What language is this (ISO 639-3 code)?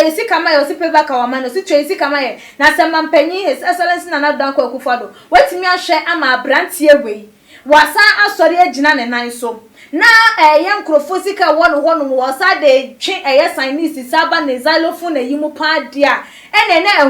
aka